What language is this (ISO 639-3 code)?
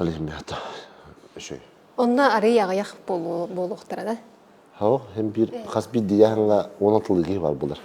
sah